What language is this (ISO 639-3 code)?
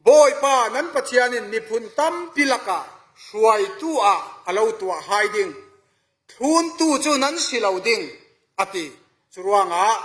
cfm